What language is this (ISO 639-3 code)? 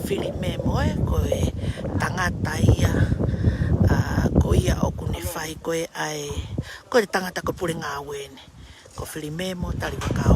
ton